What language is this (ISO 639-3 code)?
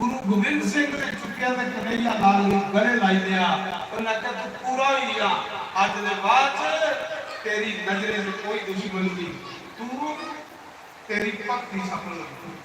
doi